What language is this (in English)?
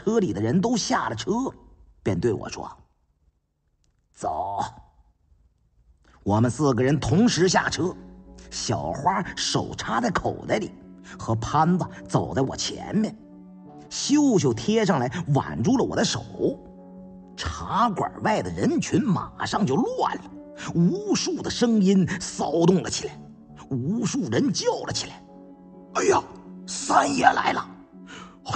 Chinese